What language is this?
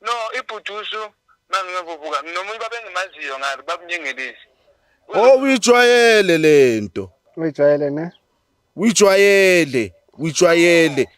Zulu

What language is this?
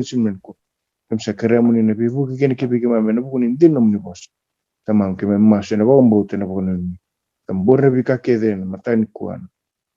Fijian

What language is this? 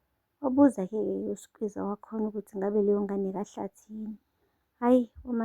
Zulu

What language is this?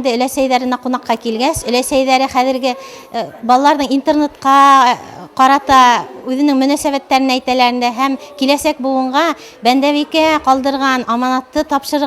Bashkir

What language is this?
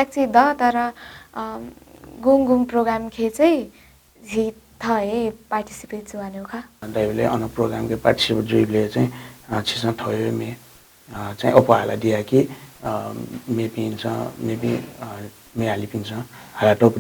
Newari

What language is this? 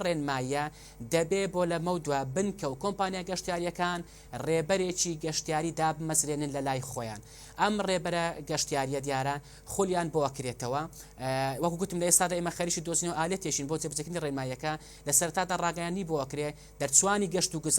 Central Kurdish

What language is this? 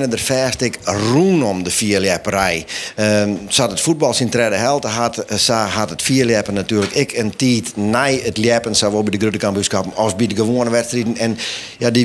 Western Frisian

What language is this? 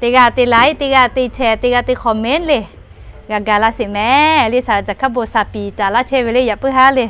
Lahu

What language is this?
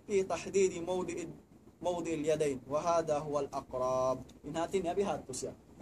Tausug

